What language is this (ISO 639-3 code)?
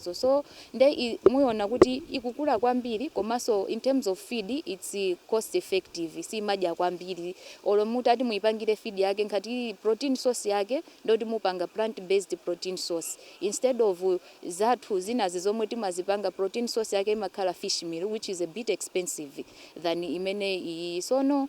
nya